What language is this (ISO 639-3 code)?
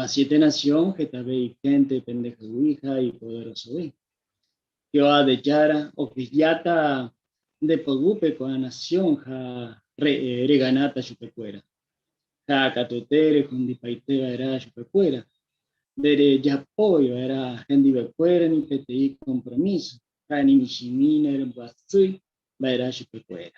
grn